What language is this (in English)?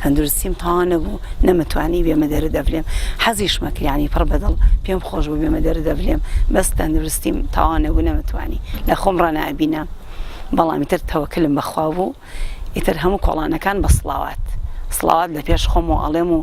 Central Kurdish